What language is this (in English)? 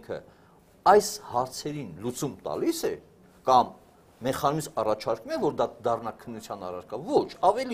Armenian